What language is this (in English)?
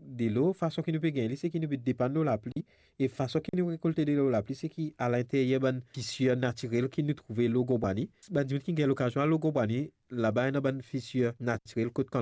Morisyen